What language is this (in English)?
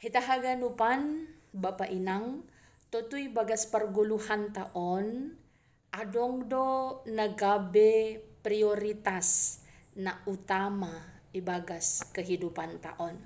Batak Simalungun